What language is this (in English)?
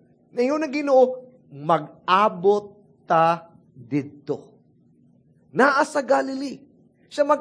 Cebuano